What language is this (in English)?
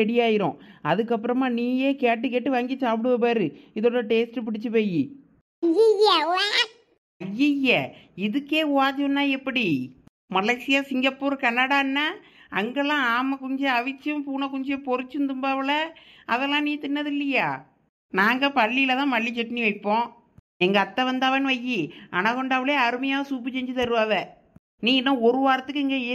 Tamil